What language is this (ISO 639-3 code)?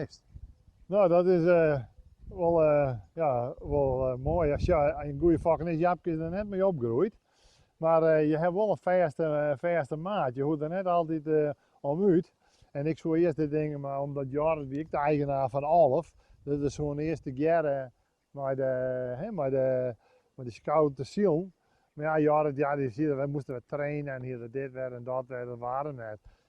fry